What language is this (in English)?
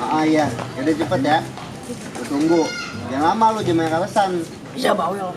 Betawi